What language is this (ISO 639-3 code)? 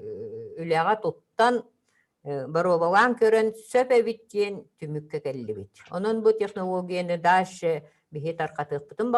sah